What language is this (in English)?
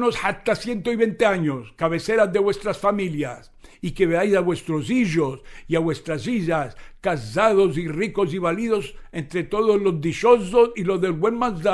Ladino